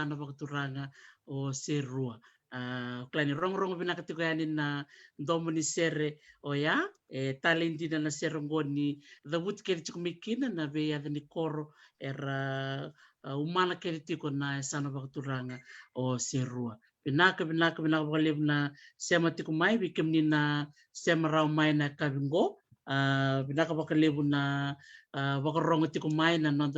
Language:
Fijian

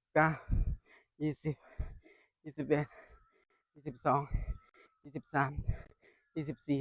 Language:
Northeastern Thai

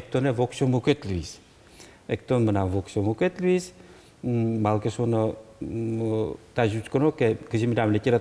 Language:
Udmurt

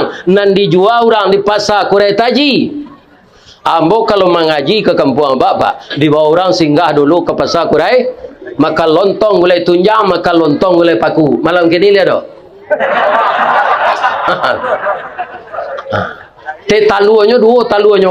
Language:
Minangkabau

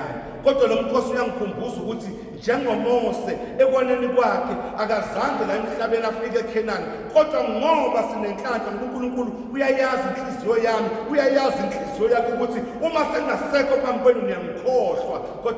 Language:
Zulu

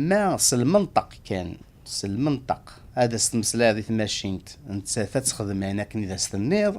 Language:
Kabyle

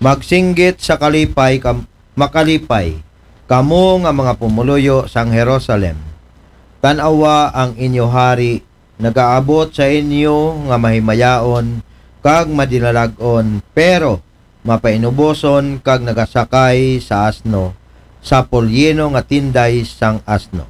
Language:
Aklanon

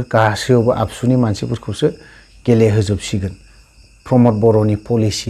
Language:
Bodo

